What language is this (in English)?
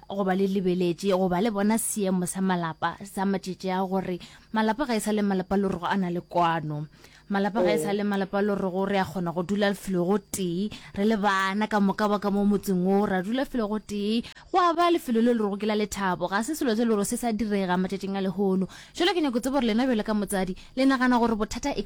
Northern Sotho